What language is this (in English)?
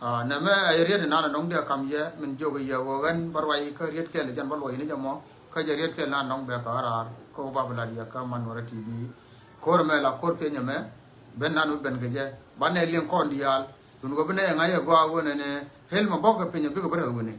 Nuer